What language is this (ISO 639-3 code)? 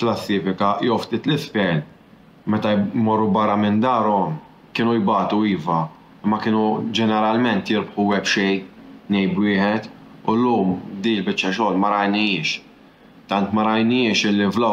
mlt